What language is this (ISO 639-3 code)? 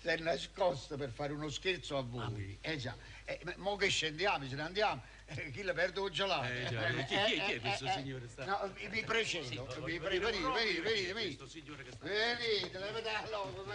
nap